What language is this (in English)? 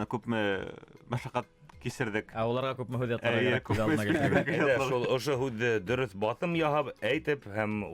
Bashkir